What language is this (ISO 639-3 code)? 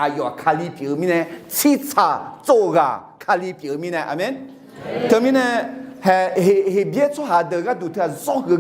ahk